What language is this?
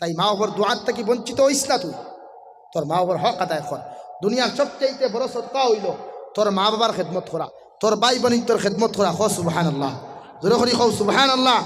Sylheti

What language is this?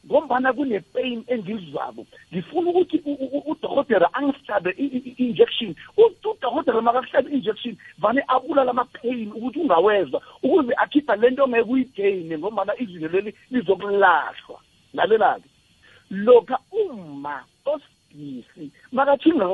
South Ndebele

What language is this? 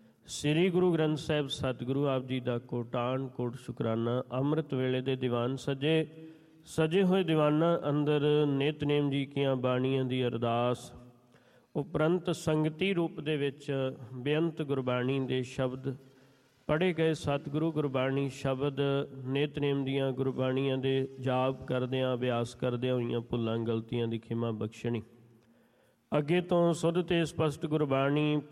Punjabi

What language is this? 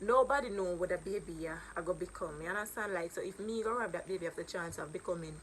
Jamaican Creole English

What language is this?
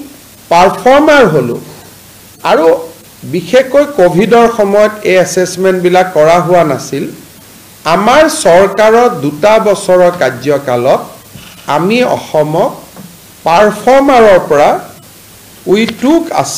Assamese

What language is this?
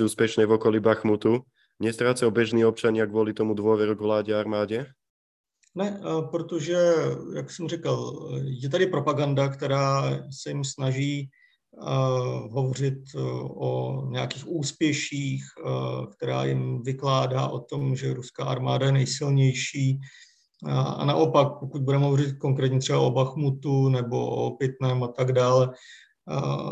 Czech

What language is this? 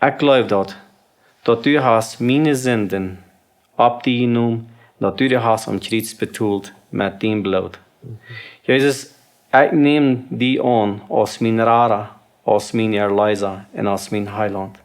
Plautdietsch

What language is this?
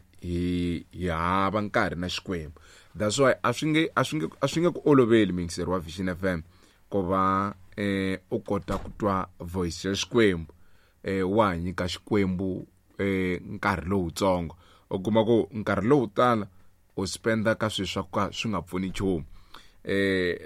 Tsonga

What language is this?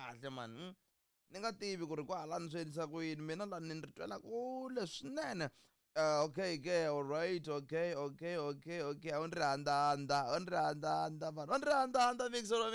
Tsonga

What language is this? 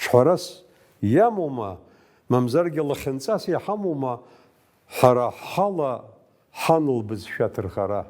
Abkhazian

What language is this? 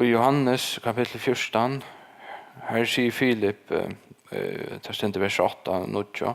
Faroese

